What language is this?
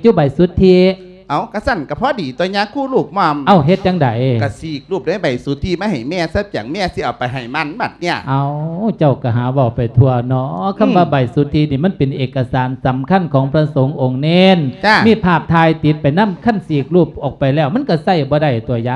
Lao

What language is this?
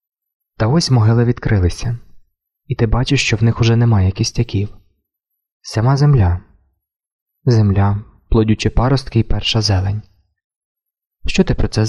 Ukrainian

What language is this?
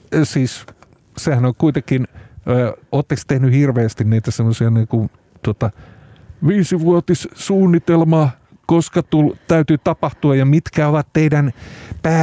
Finnish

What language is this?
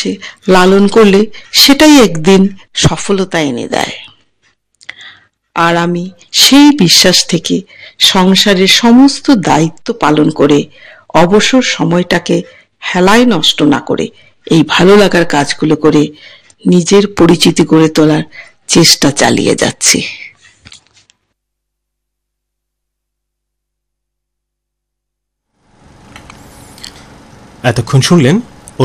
Bangla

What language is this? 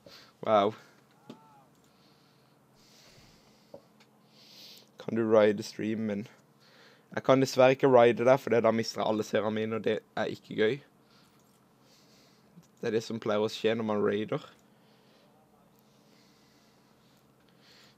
Norwegian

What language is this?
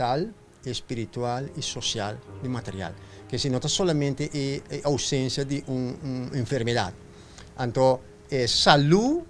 Papiamento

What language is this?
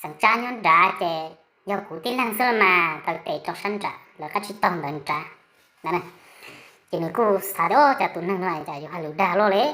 Hmong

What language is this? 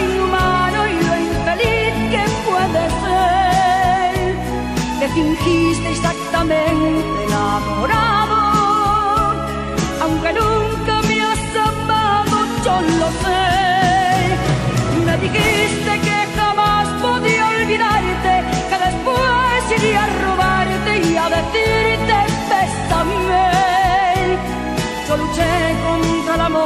Spanish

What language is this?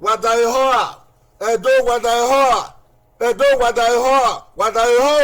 Bini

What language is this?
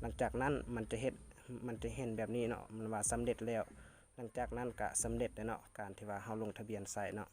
Lao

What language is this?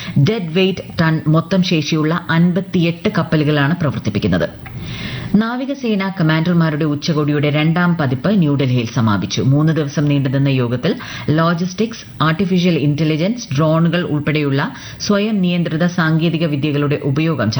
Malayalam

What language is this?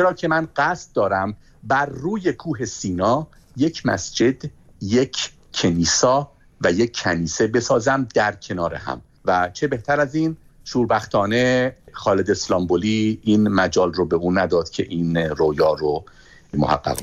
Persian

